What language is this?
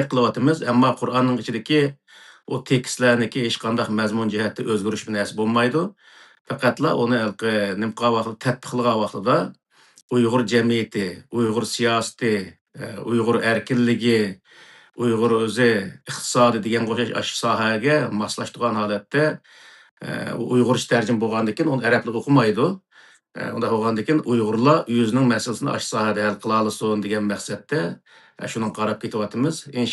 Uyghur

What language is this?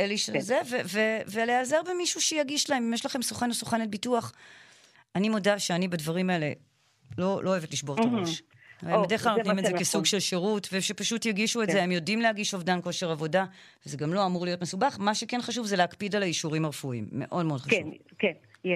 Hebrew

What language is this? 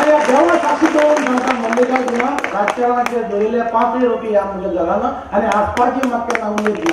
Konkani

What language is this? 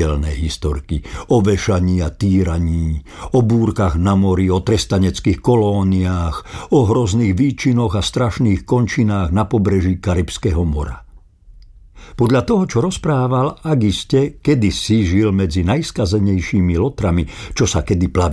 Slovak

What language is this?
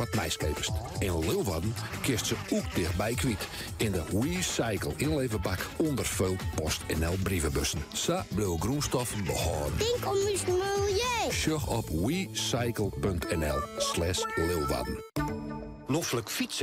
Western Frisian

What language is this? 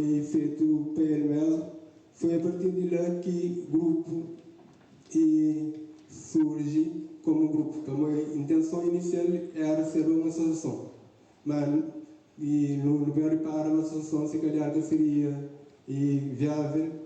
Kabuverdianu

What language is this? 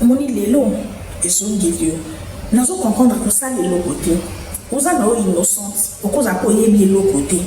Lingala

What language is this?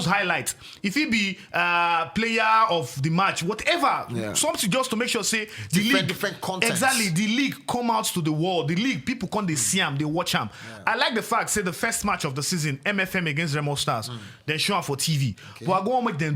Nigerian Pidgin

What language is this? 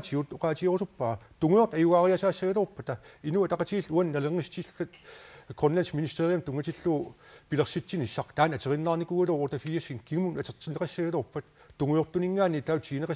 Kalaallisut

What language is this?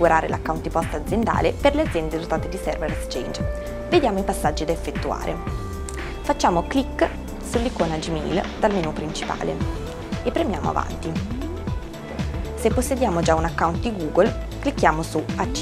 Italian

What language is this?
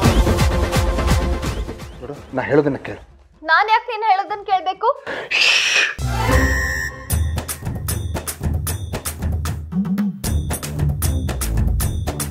Kannada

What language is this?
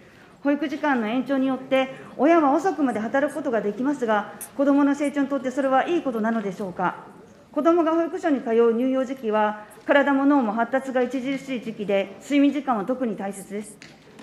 Japanese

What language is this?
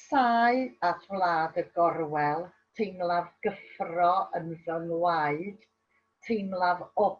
Welsh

